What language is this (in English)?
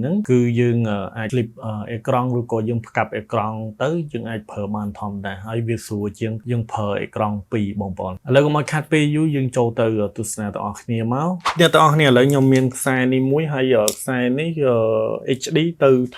Khmer